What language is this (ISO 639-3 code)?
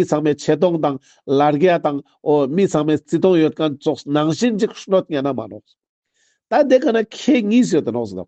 lbj